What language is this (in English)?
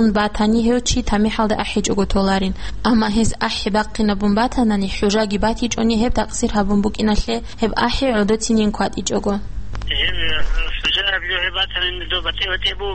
Avaric